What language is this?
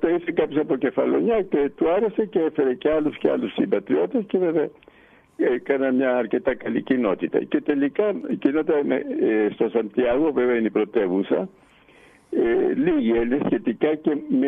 Greek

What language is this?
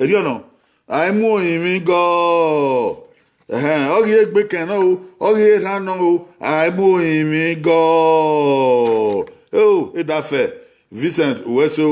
Bini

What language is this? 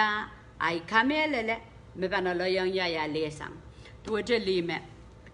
Pohnpeian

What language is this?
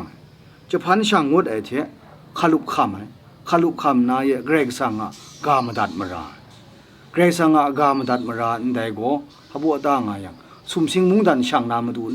Kachin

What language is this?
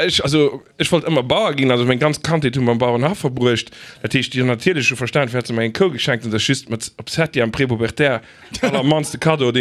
Luxembourgish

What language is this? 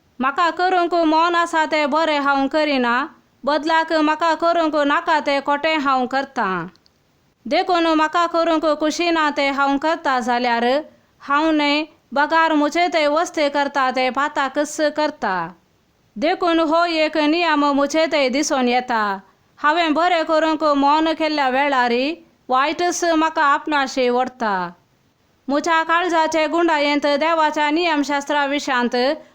Konkani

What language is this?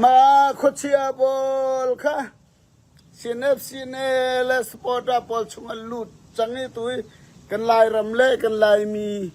Falam Chin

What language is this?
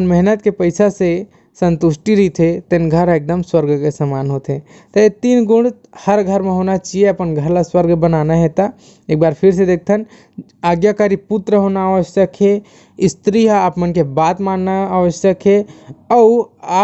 Chhattisgarhi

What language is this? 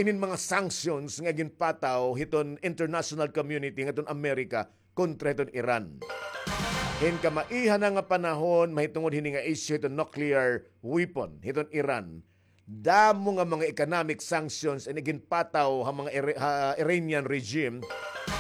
Waray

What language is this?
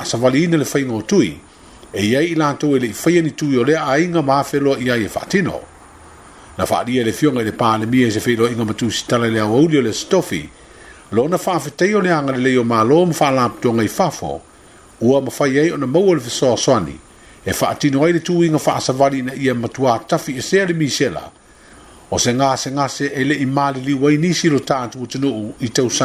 Samoan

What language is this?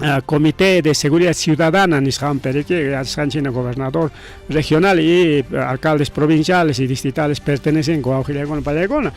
Ayacucho Quechua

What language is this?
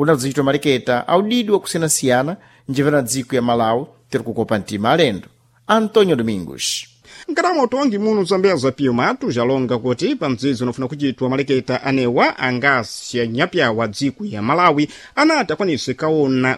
Sena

